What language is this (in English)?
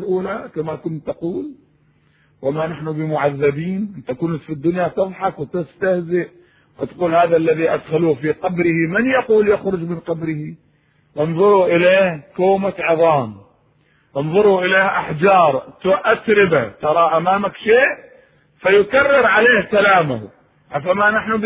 Arabic